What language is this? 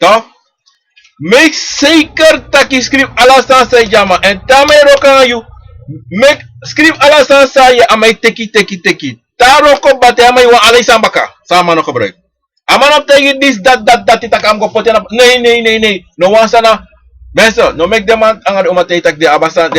Sranan Tongo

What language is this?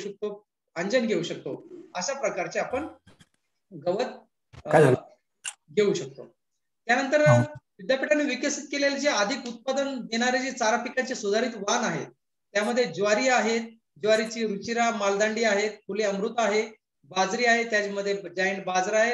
Marathi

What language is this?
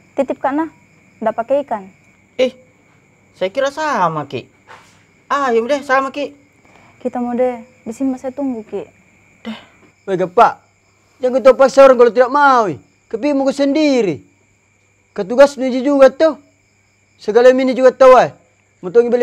Makassar Malay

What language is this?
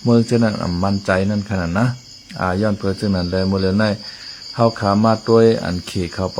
Shan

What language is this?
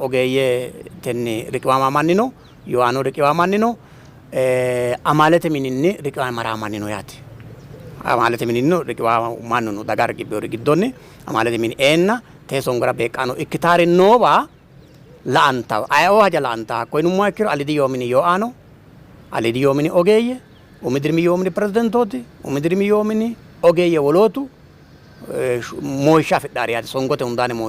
Sidamo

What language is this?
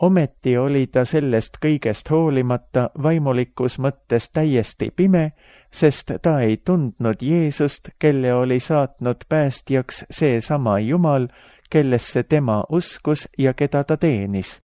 Estonian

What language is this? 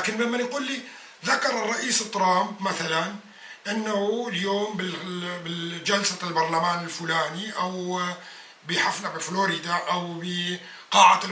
North Levantine Arabic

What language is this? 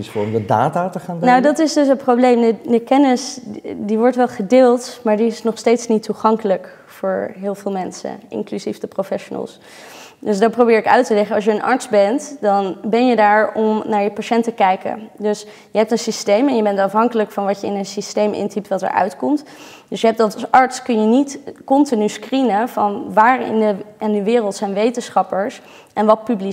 Dutch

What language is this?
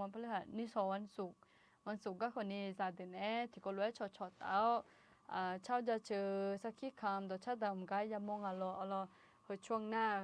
Akha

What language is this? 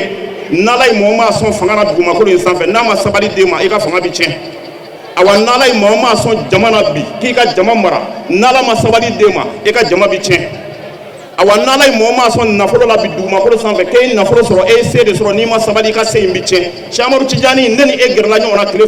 Bambara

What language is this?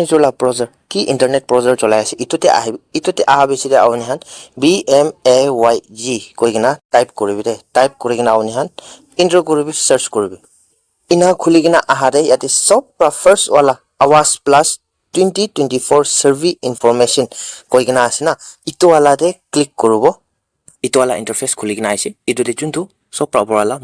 Naga Pidgin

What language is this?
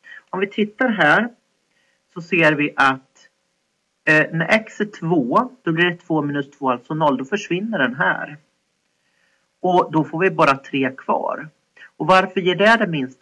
Swedish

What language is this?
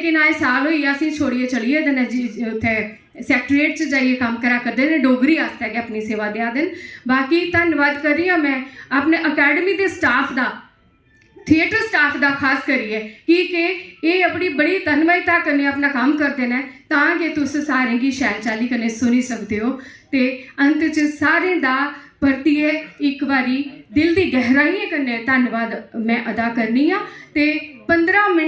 Dogri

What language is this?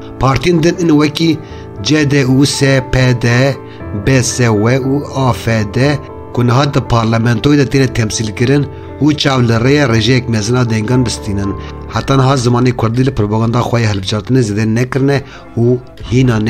Kurdish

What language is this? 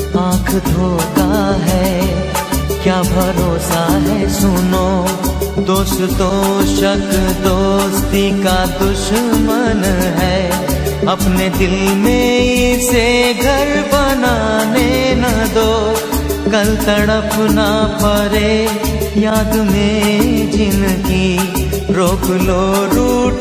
Hindi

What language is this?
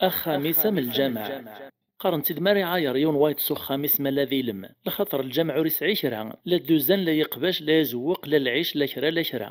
Kabyle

